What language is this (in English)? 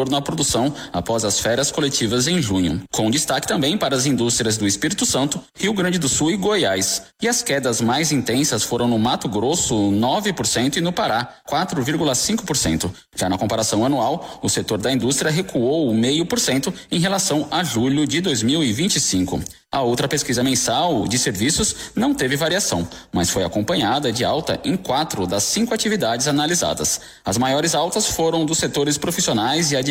Portuguese